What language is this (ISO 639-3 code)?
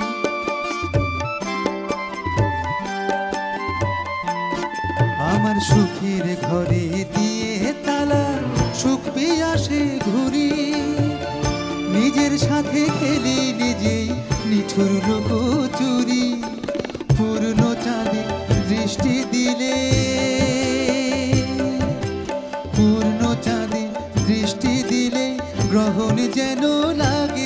ben